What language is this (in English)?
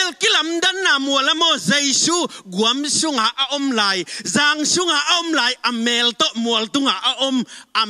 Tedim Chin